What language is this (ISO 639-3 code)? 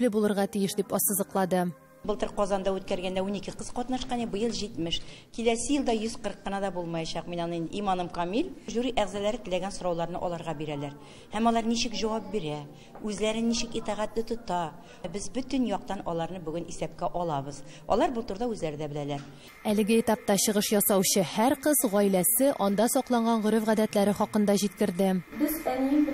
tat